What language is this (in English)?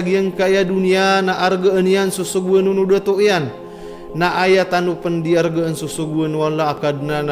Maranao